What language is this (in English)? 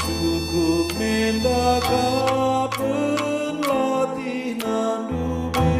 Batak Karo